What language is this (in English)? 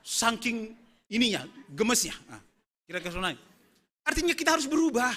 Batak Simalungun